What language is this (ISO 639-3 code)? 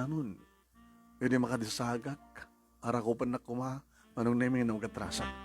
ilo